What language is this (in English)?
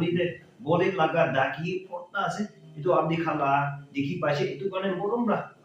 Naga Pidgin